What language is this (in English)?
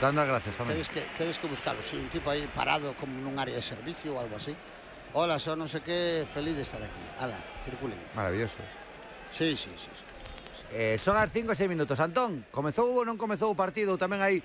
Galician